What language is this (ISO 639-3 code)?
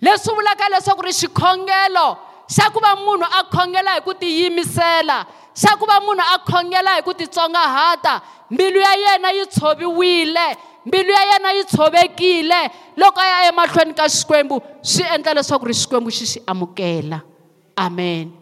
tso